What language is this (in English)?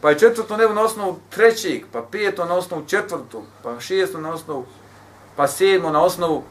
Bosnian